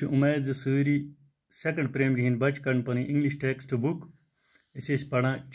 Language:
Kashmiri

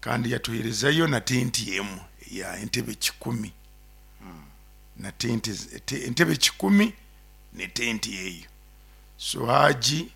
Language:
Nyoro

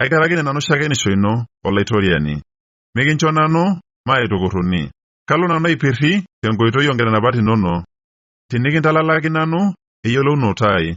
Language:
Masai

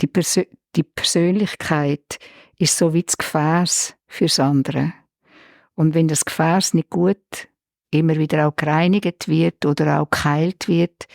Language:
Swiss German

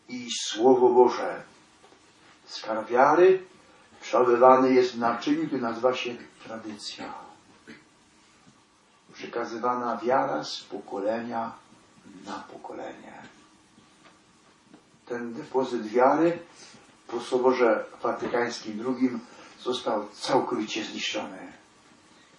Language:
Polish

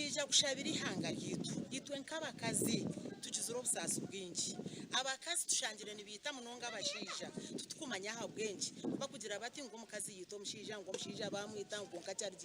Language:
Nyankole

